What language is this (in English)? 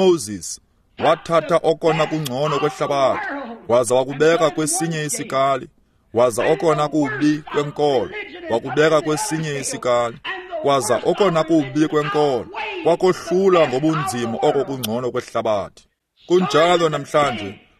Xhosa